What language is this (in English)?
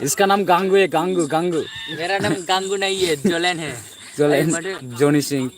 Bodo